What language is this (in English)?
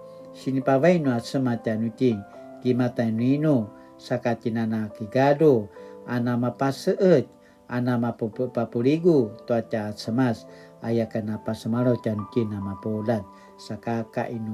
Paiwan